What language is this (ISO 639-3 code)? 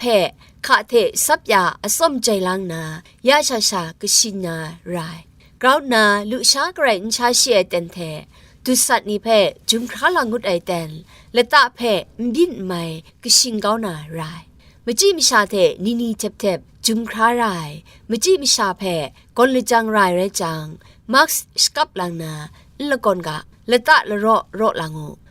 kac